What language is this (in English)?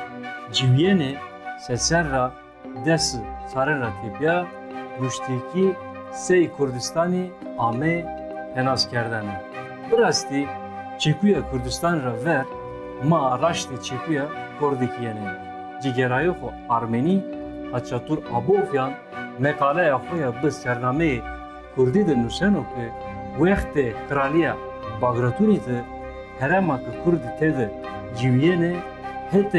Zaza